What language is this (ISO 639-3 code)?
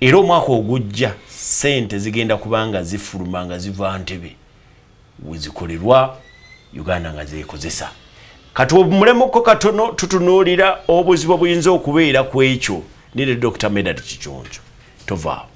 lug